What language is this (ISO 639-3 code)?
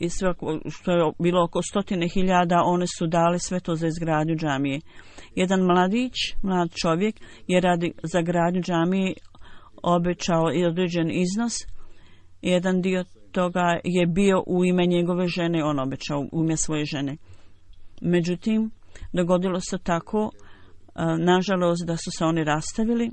bos